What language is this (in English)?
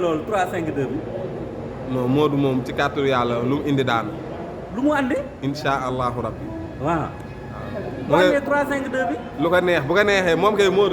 Wolof